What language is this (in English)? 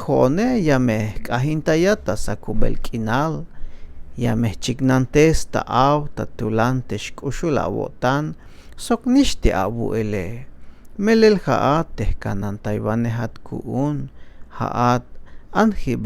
Tzeltal